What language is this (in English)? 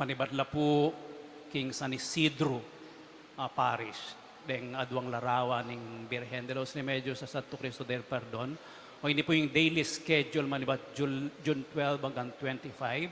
Pampanga